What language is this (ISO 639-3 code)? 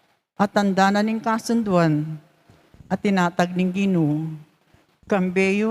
pam